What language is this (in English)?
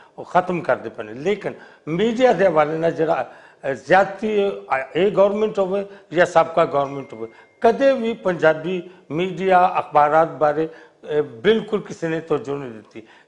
Western Panjabi